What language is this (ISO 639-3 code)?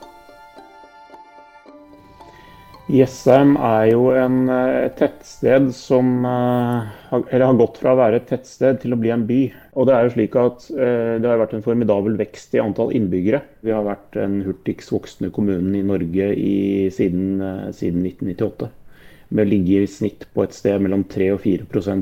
nor